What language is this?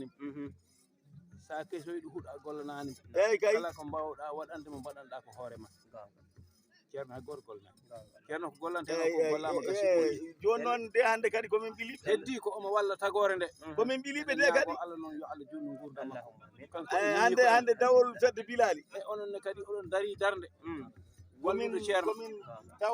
Fula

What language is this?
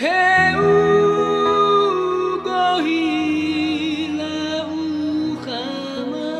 Nias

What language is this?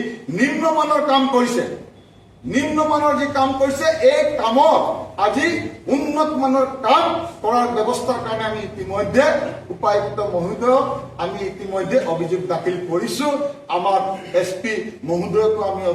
Assamese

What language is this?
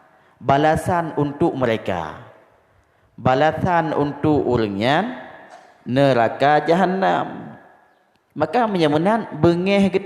Achinese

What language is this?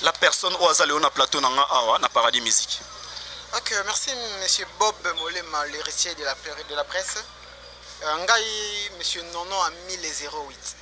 Lingala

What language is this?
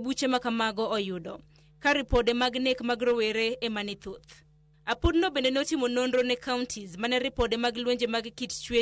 Luo (Kenya and Tanzania)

